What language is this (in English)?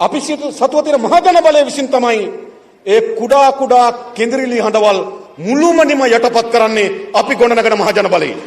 Sinhala